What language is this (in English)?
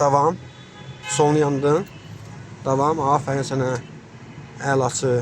Azerbaijani